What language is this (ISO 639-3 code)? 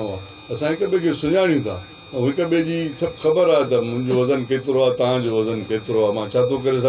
snd